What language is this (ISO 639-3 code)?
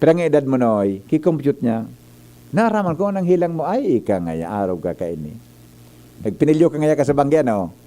bik